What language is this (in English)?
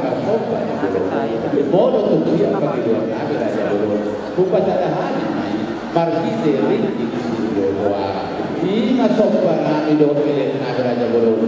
Batak Toba